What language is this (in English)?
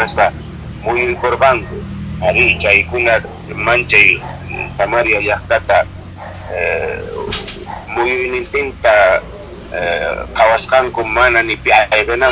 Quechua